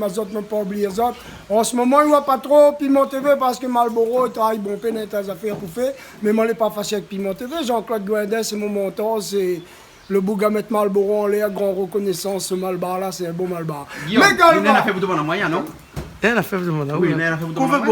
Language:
Réunion Creole French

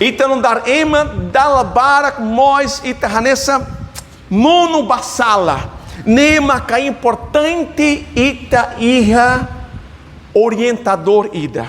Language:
Tetum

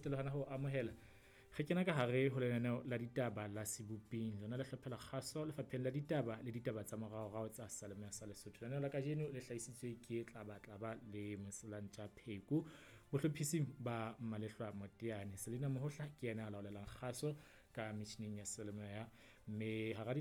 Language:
Southern Sotho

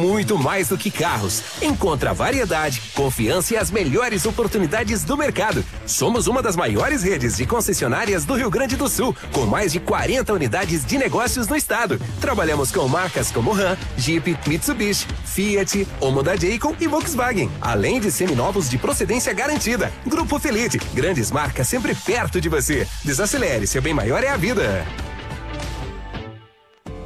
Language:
Portuguese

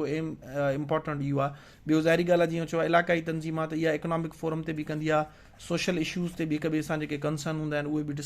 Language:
Sindhi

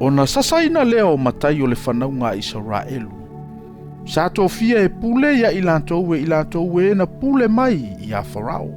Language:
Samoan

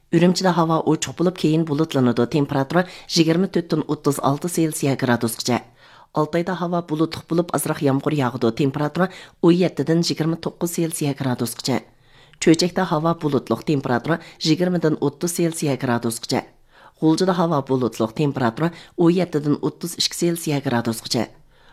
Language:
Uyghur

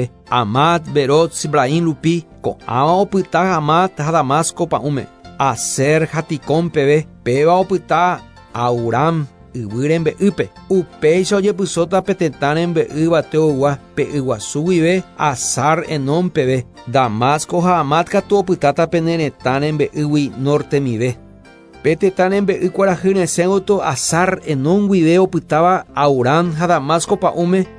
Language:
Guarani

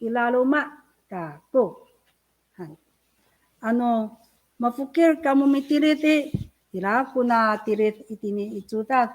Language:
Amis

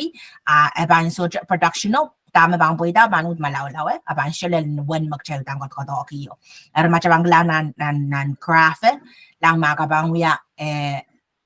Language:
Pohnpeian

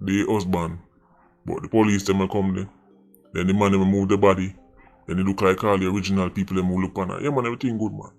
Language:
Jamaican Creole English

